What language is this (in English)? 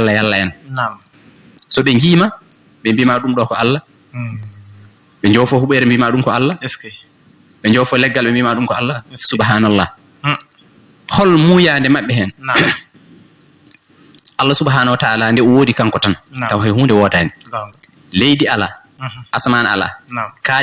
Fula